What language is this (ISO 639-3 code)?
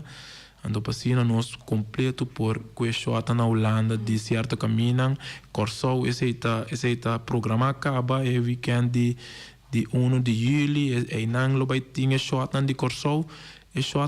pap